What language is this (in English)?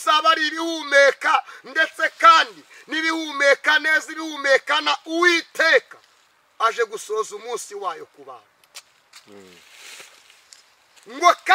Kinyarwanda